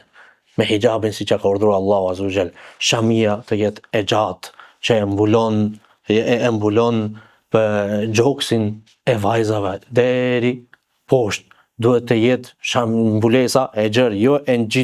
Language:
Albanian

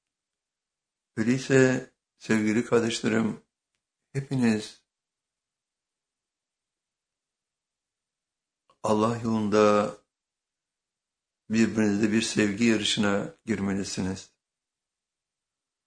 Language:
Turkish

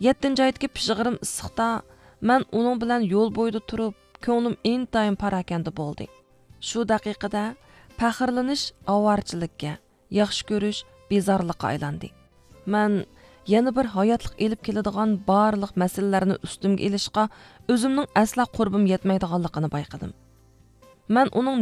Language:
Uyghur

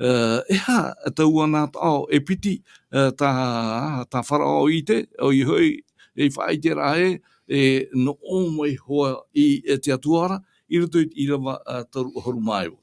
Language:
Tahitian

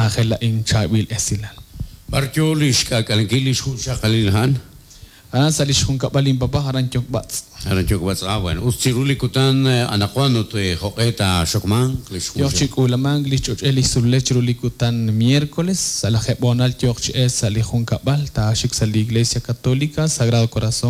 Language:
Kekchí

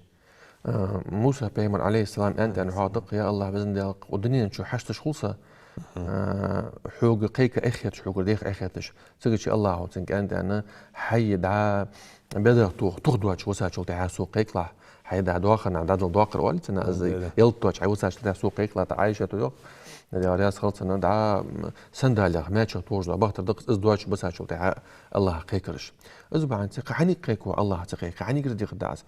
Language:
Ingush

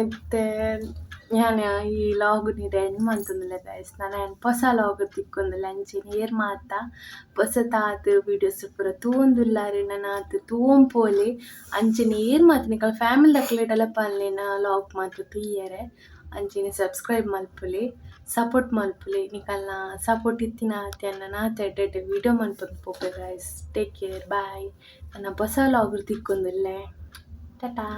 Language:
Tulu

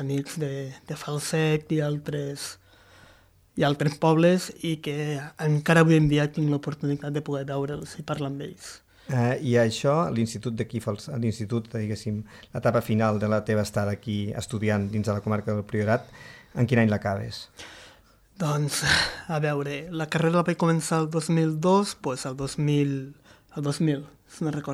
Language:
Catalan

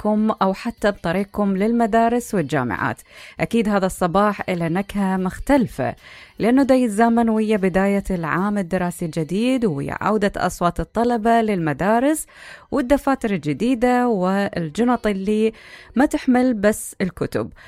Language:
Mesopotamian Arabic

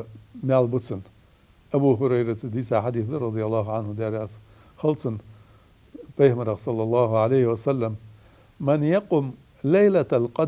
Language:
Ingush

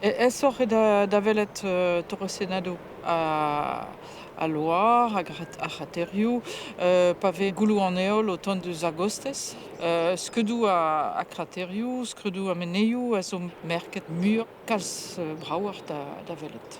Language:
Breton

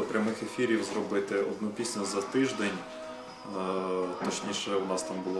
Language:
Ukrainian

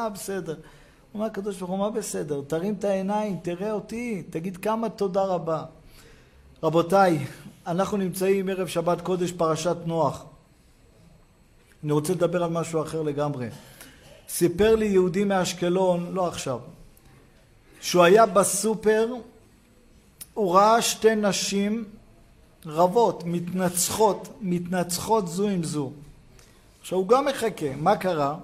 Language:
Hebrew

